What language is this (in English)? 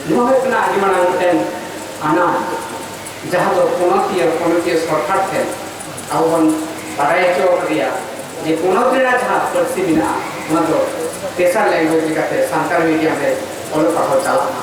Santali